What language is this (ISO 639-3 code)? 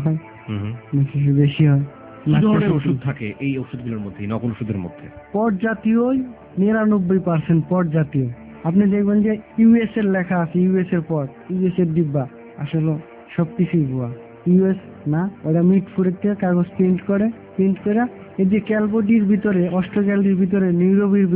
ben